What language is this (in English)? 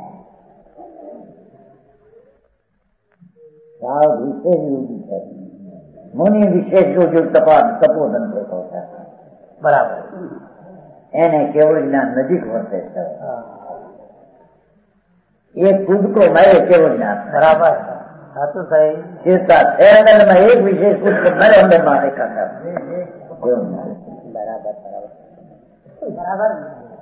Gujarati